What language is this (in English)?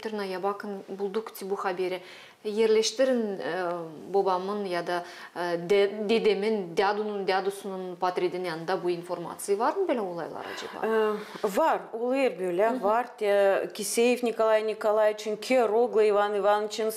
Gagauz